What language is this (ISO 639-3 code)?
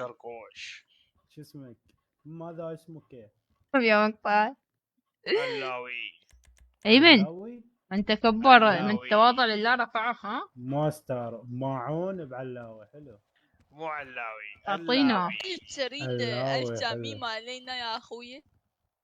acm